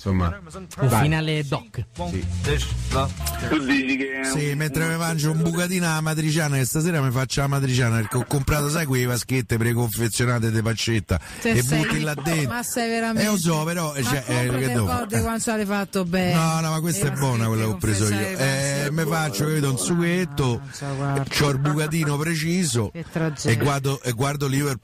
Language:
Italian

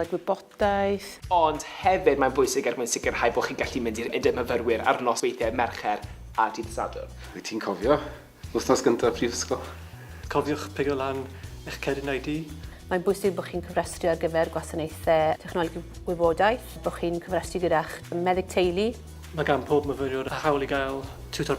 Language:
Welsh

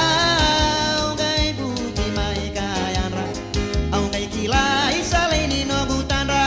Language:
Fijian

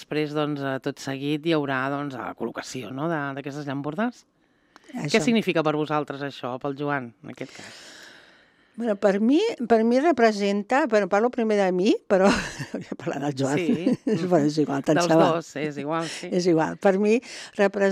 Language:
Catalan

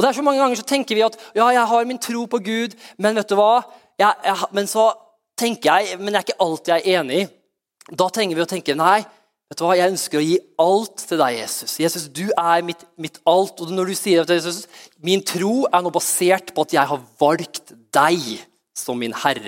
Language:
Norwegian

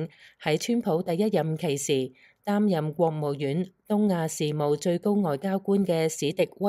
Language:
Cantonese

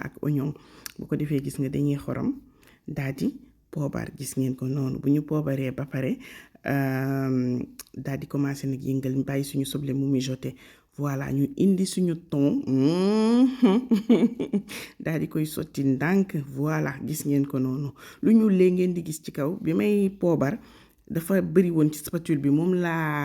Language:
Wolof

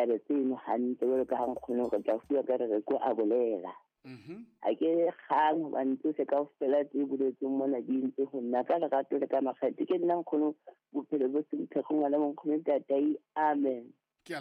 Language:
Southern Sotho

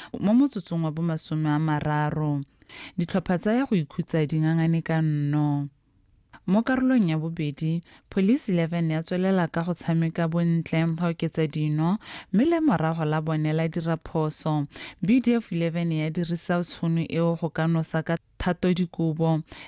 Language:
Tswana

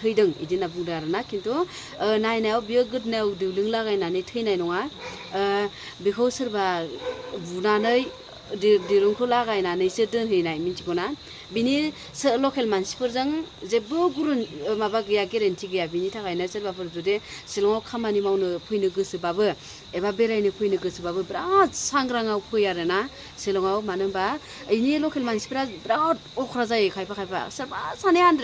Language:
Bodo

